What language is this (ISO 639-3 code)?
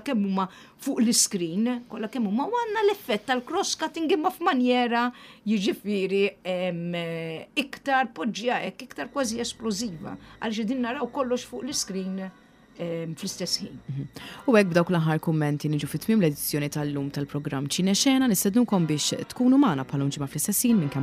mlt